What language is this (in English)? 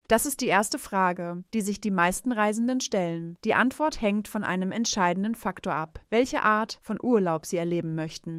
German